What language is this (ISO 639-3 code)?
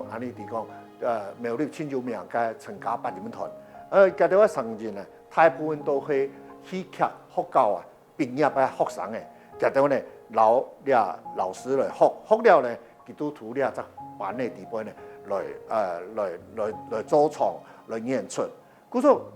hak